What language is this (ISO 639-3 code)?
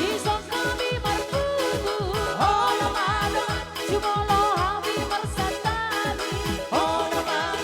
bts